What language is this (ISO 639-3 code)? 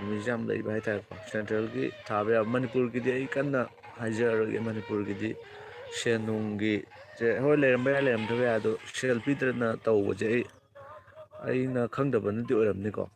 mni